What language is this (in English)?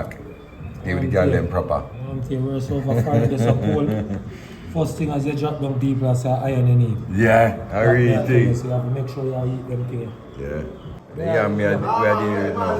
Jamaican Creole English